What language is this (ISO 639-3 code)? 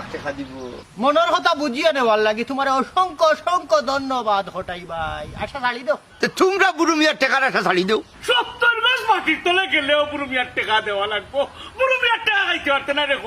syl